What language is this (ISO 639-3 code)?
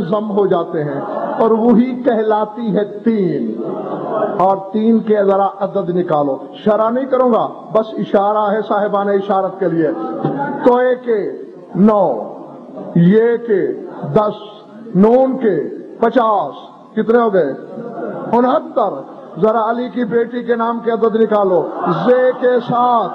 urd